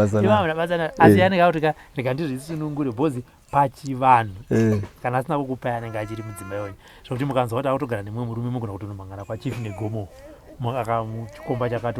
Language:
Shona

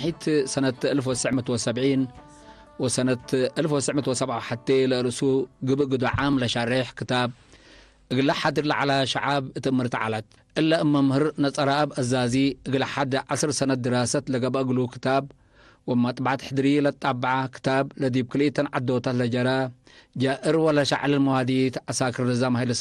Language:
Tigre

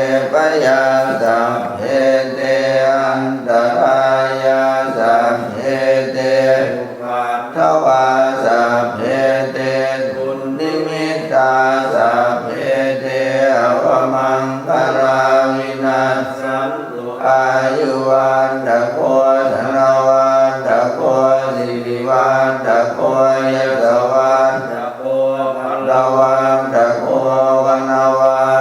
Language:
Pali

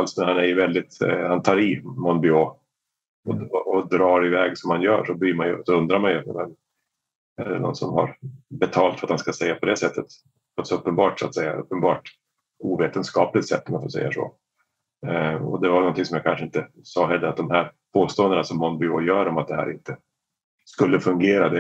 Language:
Swedish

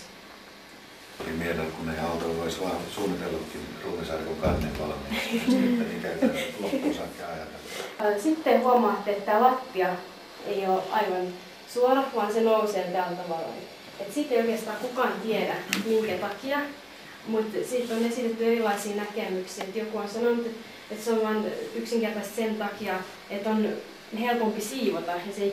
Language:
Finnish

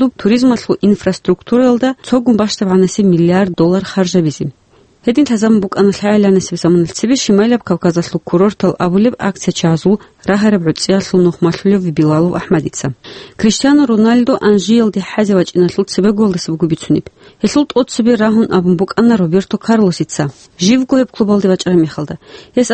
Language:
Avaric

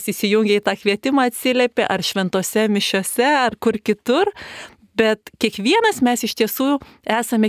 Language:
Lithuanian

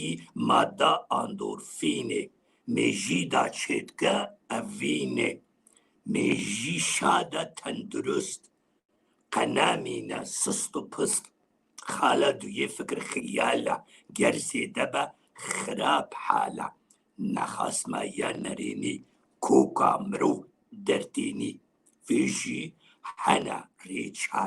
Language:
Kurdish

